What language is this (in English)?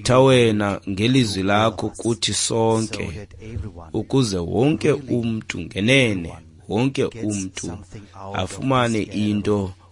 Xhosa